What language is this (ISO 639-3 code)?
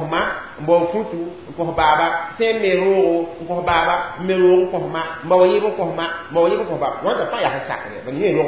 mos